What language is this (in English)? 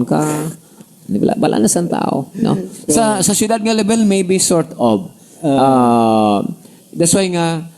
Hiligaynon